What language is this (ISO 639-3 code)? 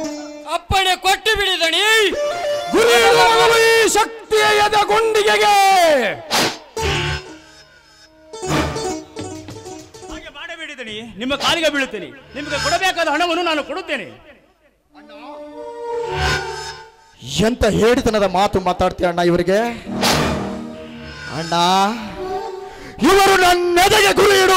kan